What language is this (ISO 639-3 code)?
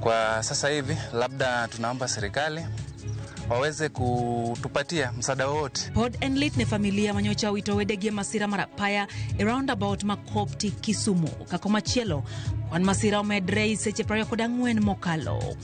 luo